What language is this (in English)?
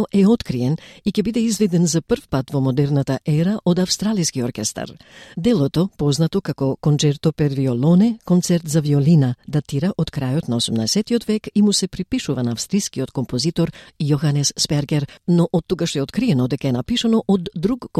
Macedonian